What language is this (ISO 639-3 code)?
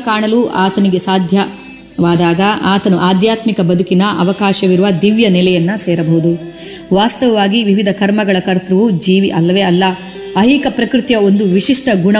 kan